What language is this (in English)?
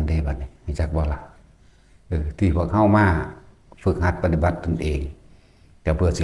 Lao